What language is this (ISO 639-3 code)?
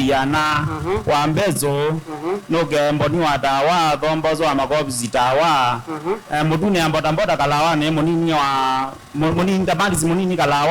kam